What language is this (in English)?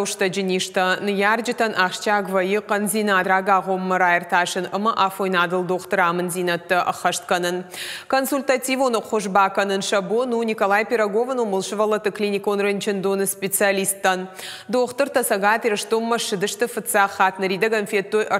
Ossetic